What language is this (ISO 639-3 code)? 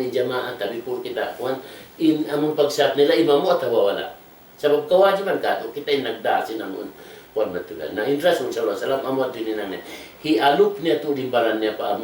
tsg